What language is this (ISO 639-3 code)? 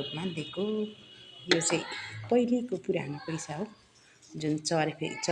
nep